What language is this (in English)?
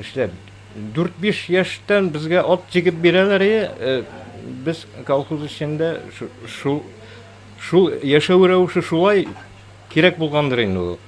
Tatar